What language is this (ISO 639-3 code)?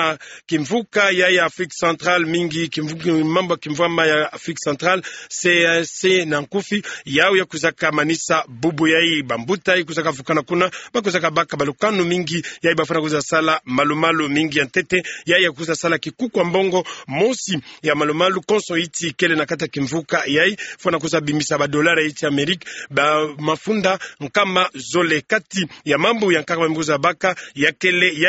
ktu